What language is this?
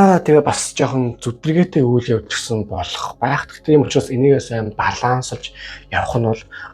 Mongolian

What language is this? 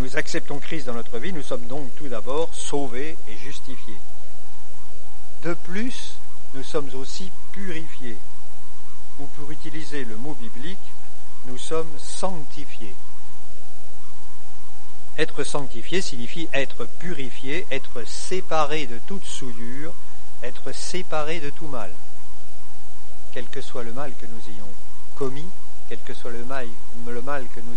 French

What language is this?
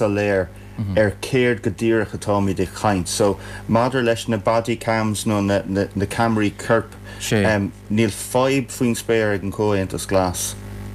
Irish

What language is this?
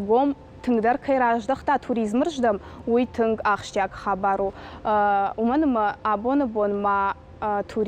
Ossetic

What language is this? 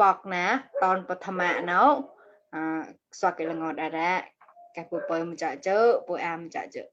Mon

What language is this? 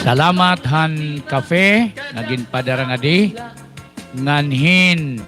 Waray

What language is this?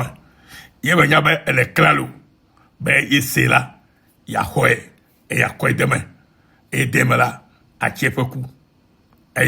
Ewe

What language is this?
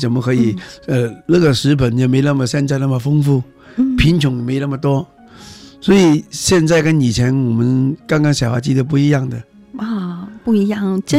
Chinese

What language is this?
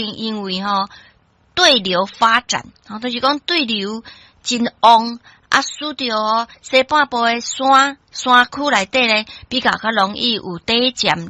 Min Nan Chinese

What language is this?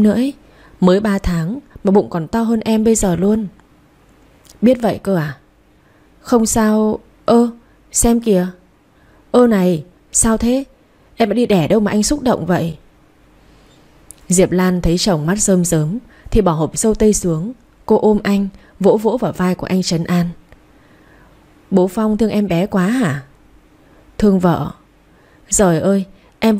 Vietnamese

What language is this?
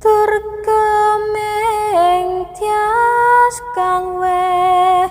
Javanese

